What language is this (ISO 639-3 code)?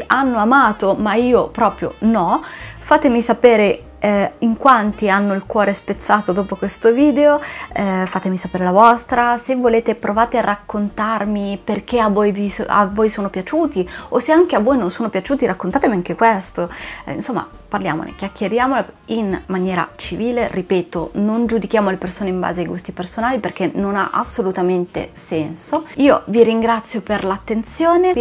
ita